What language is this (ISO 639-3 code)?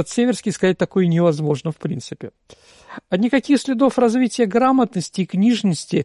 rus